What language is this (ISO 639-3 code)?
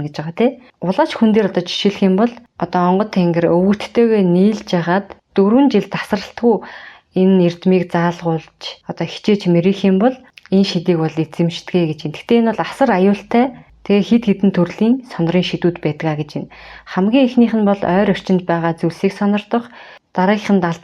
mon